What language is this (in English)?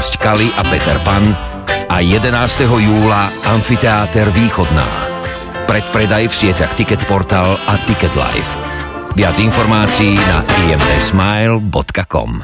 Slovak